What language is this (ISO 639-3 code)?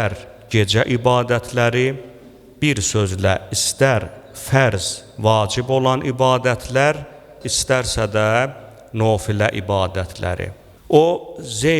aze